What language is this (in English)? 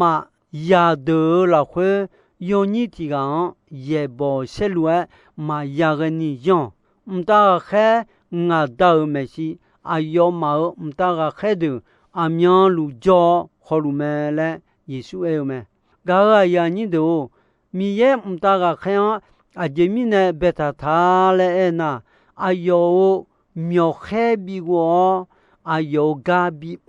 Akha